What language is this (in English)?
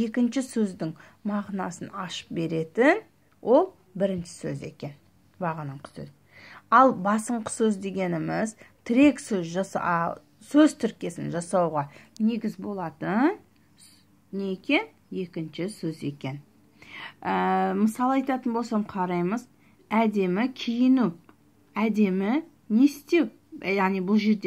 Kazakh